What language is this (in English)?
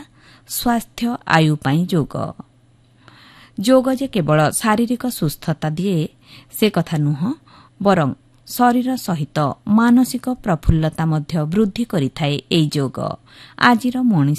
Odia